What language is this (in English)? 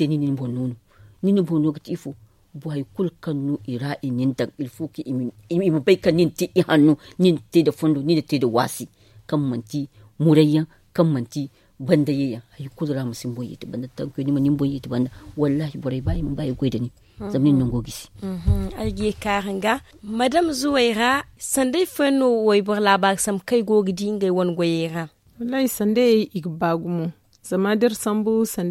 Zarma